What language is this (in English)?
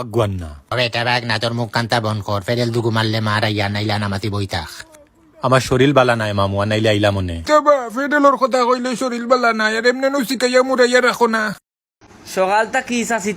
Sylheti